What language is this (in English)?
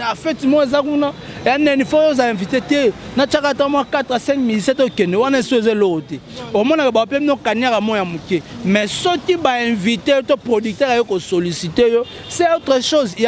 Lingala